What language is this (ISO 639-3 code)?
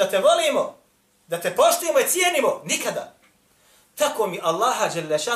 bos